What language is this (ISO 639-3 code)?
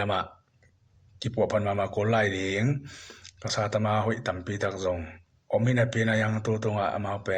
ctd